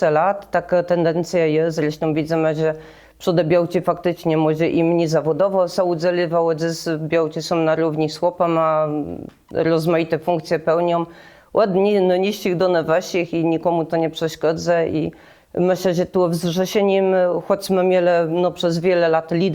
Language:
Kashubian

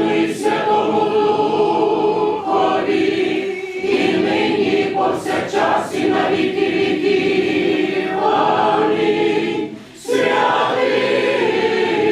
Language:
Rusyn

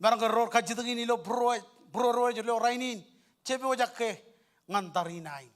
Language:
Marshallese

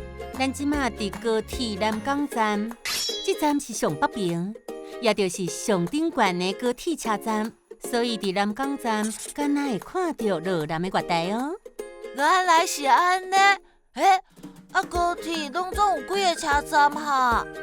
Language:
Min Nan Chinese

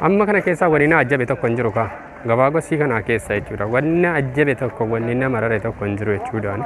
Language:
Oromo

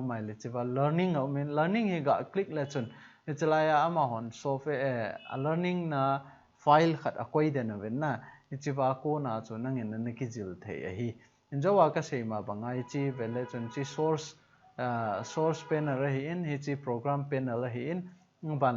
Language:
Thado Chin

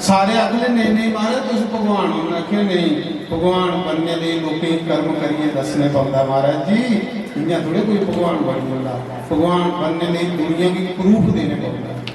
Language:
Dogri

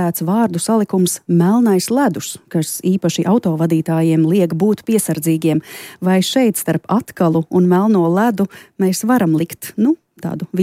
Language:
Latvian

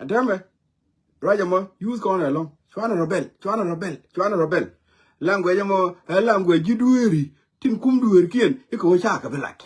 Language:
Nuer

